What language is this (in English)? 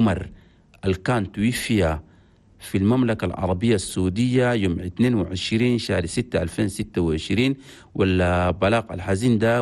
Chadian Arabic